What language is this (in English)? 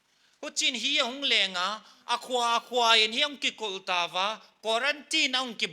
Paite Chin